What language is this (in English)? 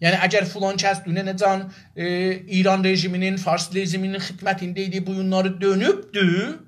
South Azerbaijani